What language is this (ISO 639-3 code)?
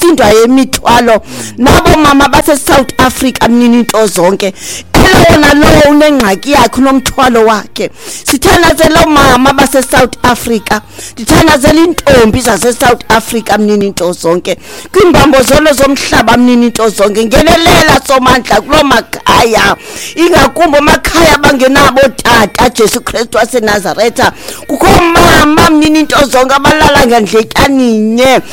xho